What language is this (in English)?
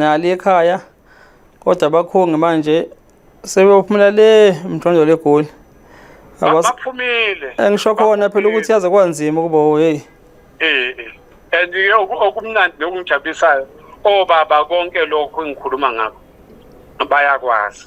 Zulu